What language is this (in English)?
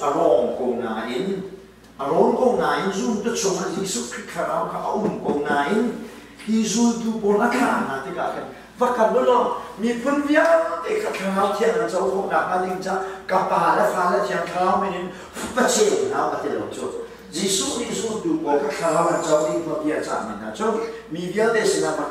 Hakha Chin